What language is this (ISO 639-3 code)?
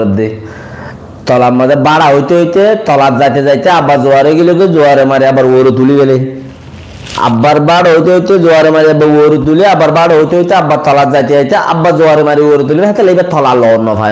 rhg